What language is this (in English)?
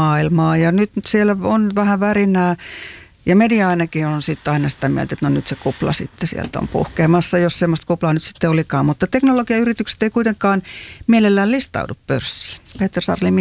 Finnish